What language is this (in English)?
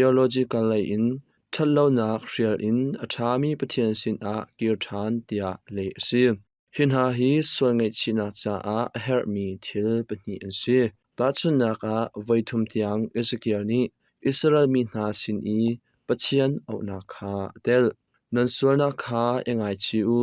Hakha Chin